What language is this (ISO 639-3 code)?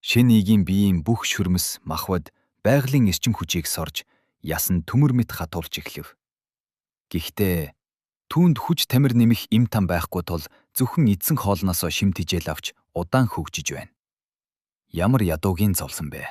mon